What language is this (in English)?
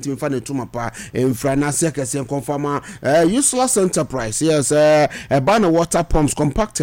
Akan